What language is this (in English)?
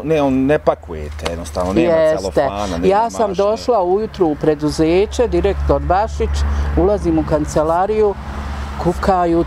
Bosnian